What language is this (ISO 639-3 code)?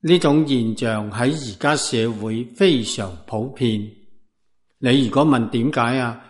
yue